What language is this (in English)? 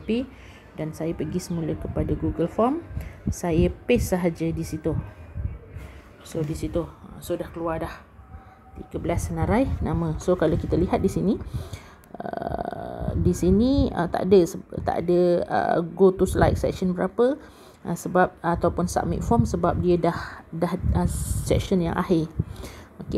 Malay